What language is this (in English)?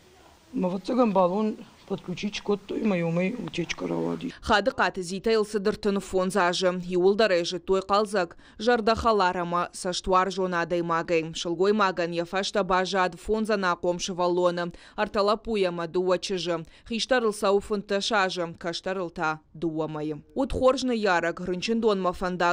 Ossetic